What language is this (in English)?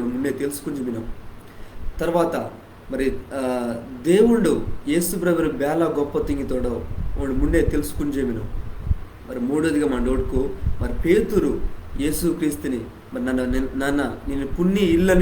Koya